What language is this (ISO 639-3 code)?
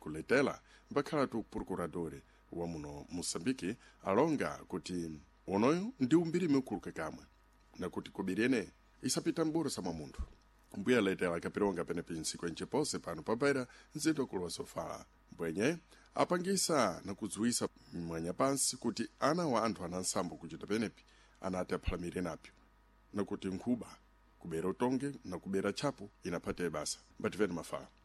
seh